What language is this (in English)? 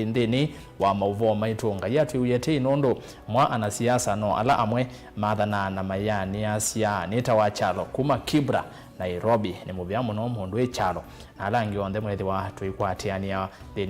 Kamba